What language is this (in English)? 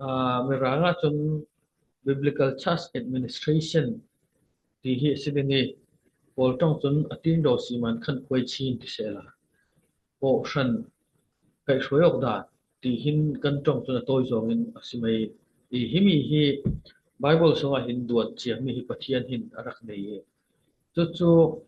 Falam Chin